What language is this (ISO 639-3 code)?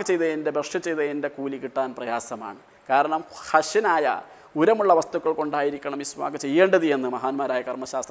mal